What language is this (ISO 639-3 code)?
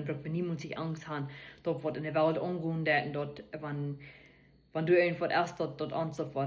pdt